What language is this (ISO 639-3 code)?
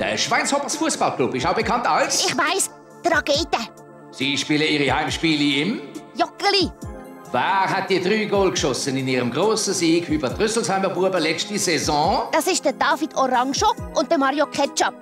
gsw